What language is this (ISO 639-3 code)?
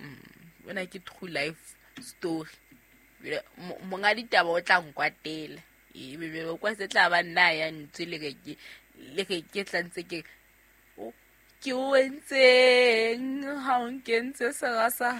sot